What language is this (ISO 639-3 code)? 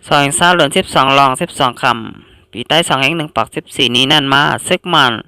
shn